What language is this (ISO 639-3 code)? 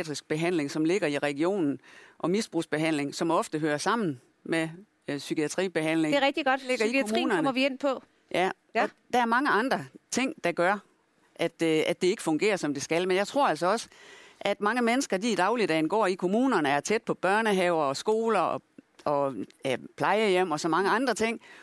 dan